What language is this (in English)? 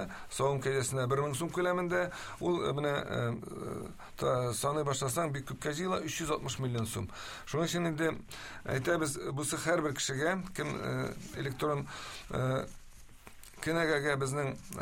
Tatar